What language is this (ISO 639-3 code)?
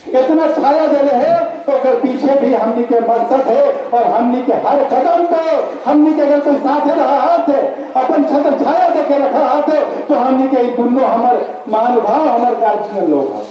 mag